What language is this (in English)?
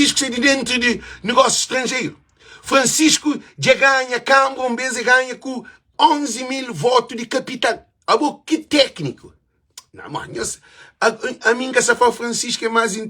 Kabuverdianu